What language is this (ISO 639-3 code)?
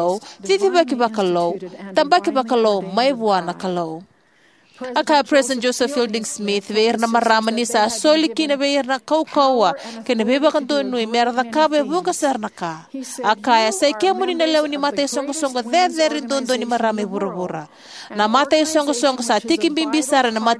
fij